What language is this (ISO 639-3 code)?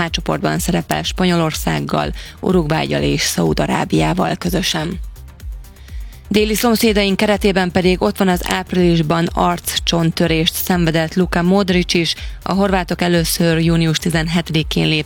hun